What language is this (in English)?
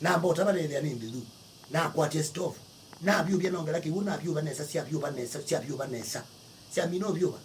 Kamba